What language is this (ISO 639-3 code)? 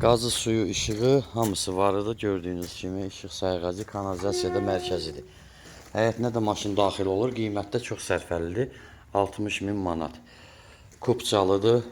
aze